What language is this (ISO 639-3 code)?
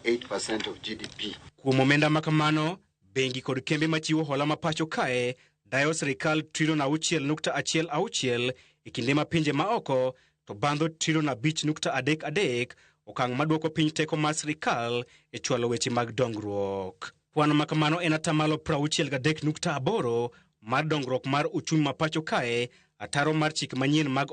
luo